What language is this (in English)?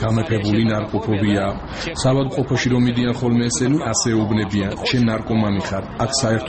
Georgian